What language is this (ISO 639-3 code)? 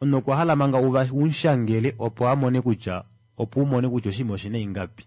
kua